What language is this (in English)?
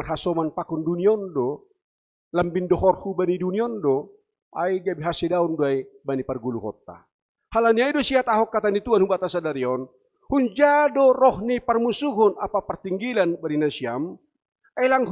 Batak Simalungun